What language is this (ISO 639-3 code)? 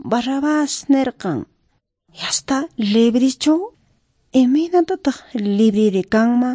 que